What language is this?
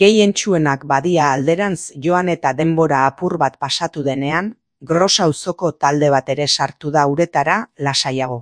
Basque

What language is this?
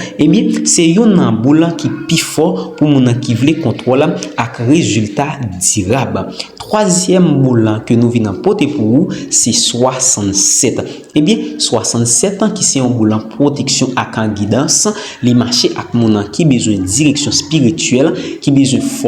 Haitian Creole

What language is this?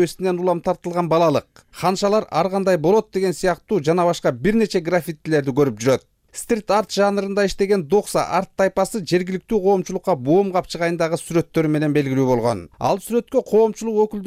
Kyrgyz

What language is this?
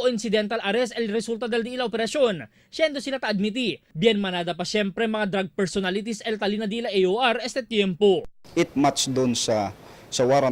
Chavacano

